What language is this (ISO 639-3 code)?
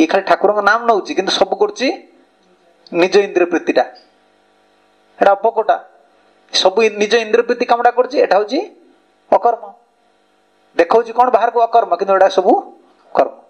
ori